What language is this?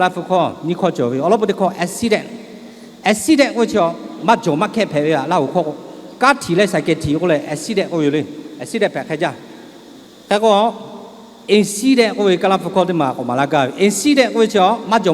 Lahu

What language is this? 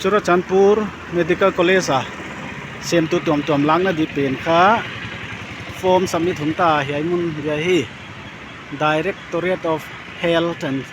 Paite Chin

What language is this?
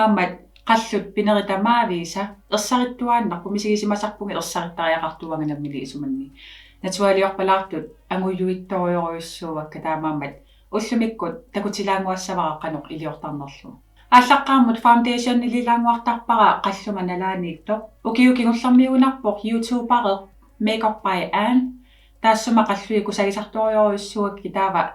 Kalaallisut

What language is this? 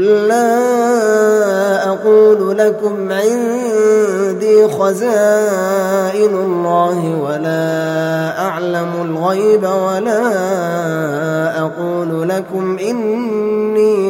Arabic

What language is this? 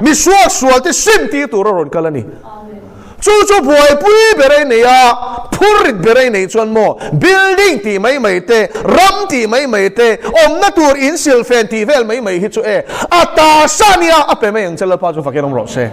Mizo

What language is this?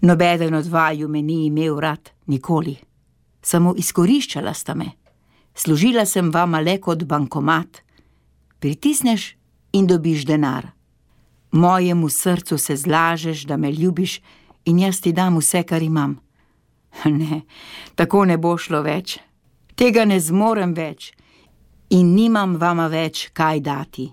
Slovenian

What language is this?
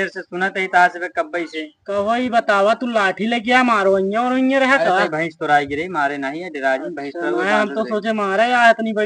Awadhi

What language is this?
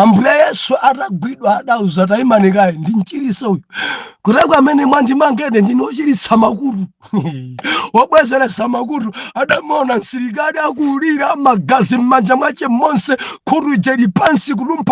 Nyanja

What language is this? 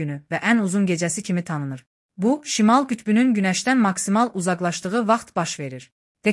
Azerbaijani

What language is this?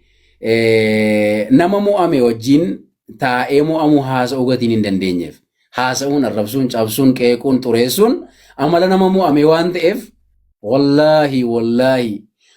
Oromo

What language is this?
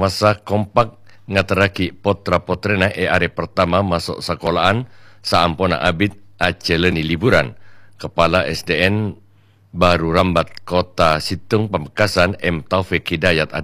Madurese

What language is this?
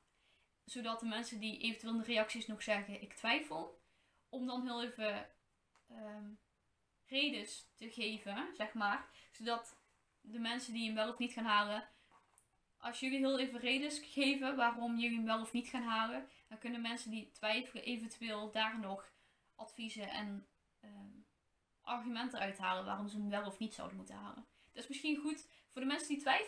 Dutch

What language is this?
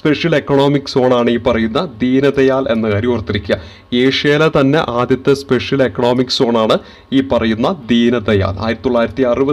Malayalam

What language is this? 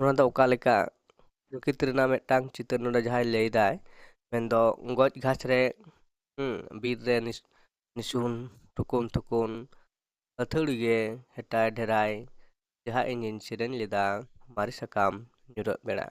Santali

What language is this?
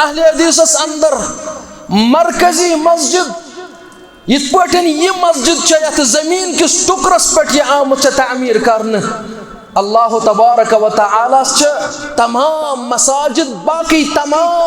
Kashmiri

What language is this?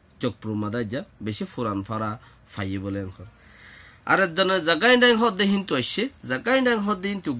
Rohingya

